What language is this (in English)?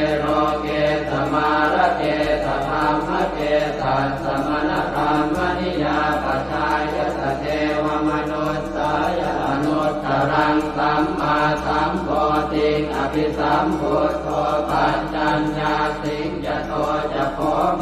Pali